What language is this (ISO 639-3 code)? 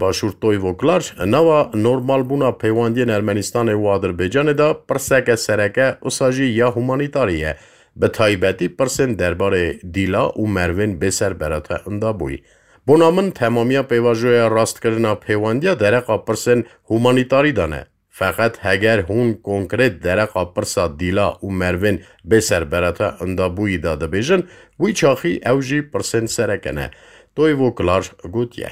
kur